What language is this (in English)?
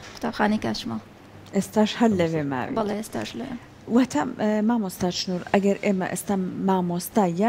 Central Kurdish